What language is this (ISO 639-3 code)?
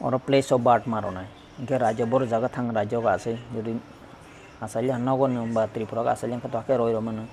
trp